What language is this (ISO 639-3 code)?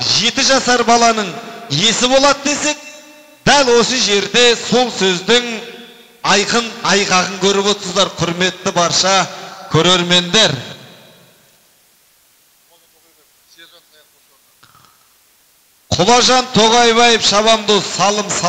kaz